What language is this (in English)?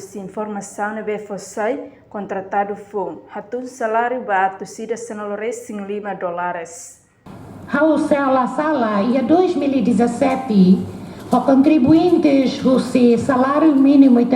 Tetum